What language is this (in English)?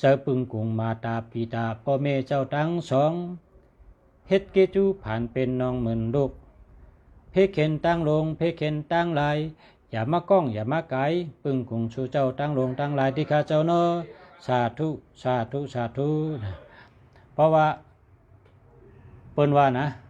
Shan